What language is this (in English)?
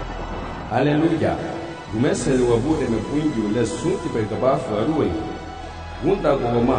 Garifuna